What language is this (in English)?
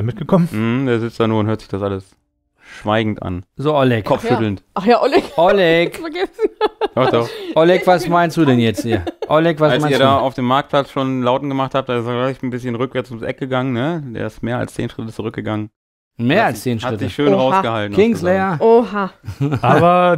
German